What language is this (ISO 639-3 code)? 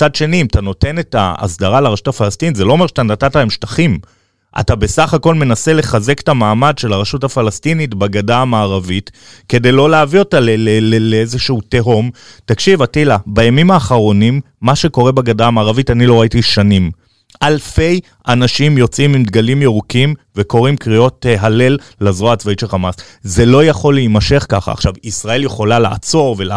heb